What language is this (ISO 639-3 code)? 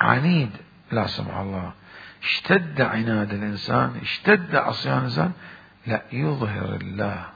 acm